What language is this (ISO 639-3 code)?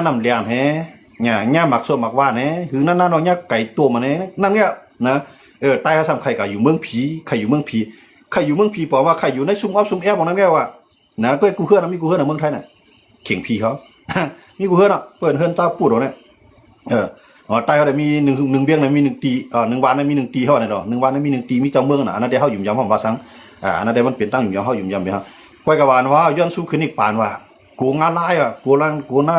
shn